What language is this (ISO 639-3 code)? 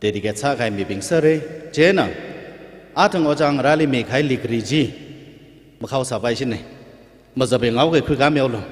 nmf